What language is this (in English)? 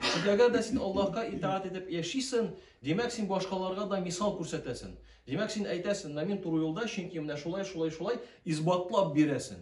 Tatar